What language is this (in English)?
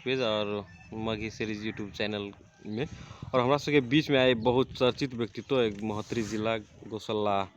Magahi